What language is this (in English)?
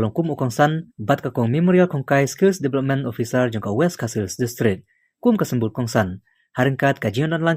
Khasi